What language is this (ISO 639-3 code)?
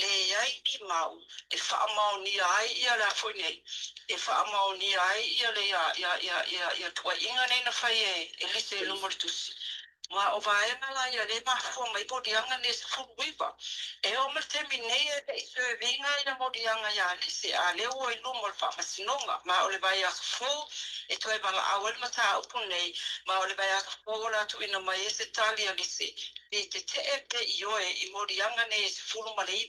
smo